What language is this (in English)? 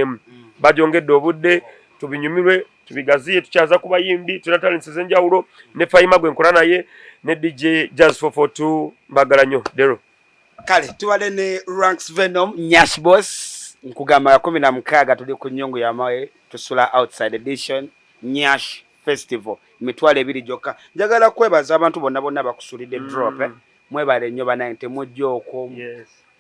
Ganda